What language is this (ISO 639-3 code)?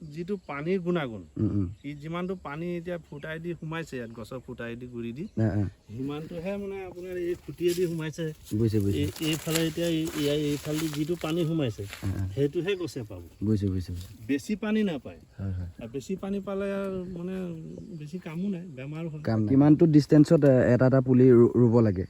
asm